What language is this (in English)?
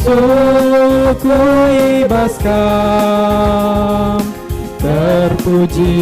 Batak Karo